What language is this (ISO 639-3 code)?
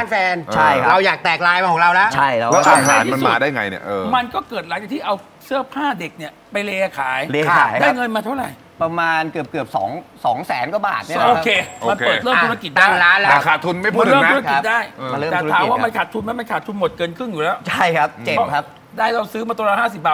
tha